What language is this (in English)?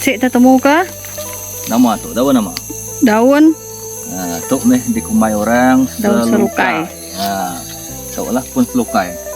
Iban